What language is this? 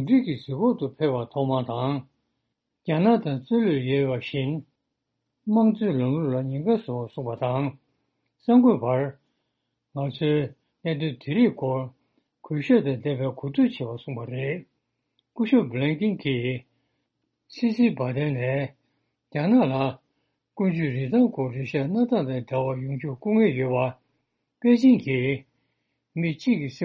Tibetan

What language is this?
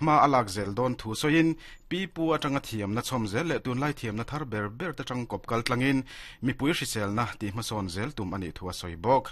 Mizo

